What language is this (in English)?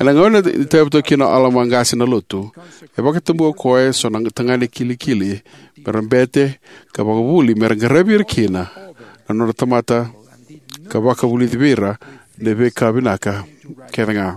Fijian